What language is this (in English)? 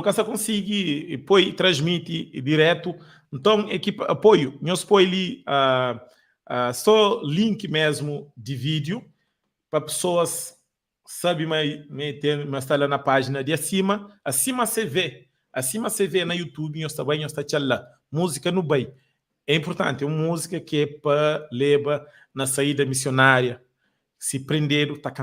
Kabuverdianu